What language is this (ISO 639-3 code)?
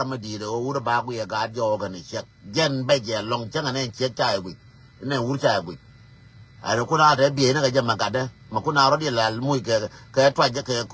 nus